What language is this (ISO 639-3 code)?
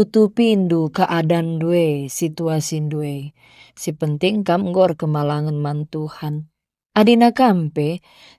btx